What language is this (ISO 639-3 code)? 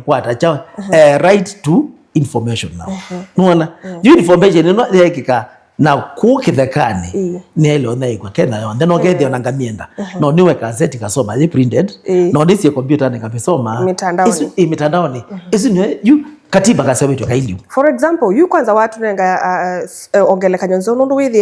kam